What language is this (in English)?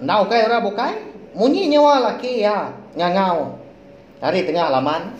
Iban